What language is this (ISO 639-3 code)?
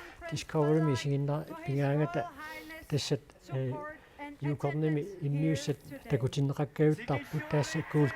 kal